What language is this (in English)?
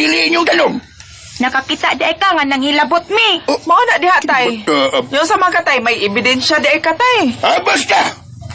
Cebuano